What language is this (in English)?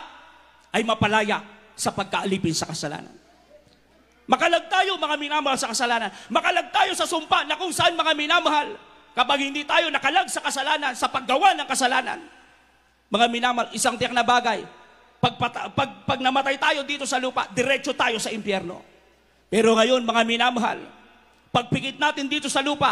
Filipino